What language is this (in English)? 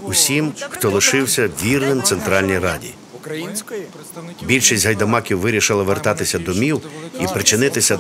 Ukrainian